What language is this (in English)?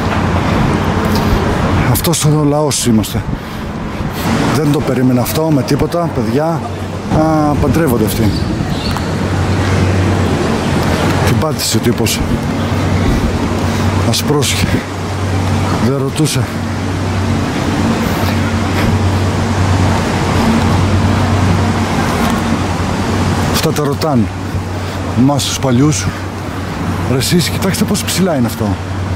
Greek